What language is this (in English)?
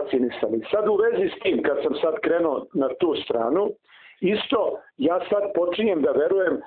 Serbian